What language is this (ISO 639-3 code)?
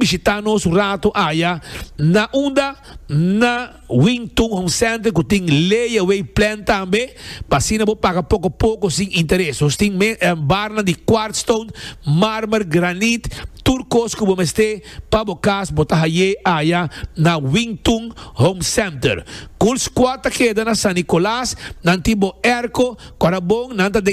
pap